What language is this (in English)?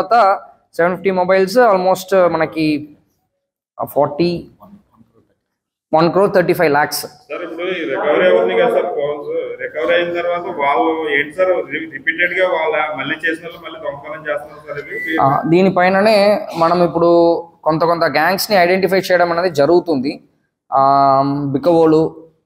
Telugu